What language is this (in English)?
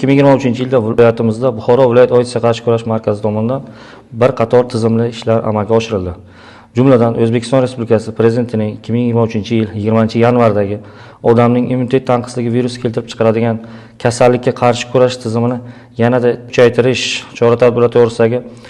Uzbek